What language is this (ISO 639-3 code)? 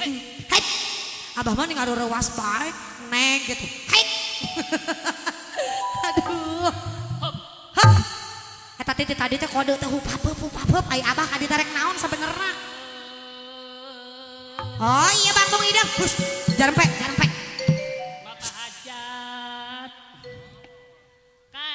sun